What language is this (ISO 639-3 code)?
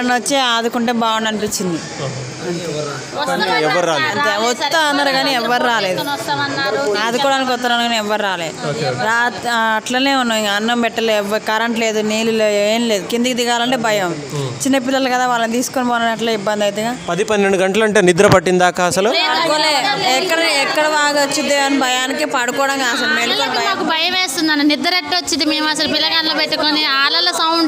tel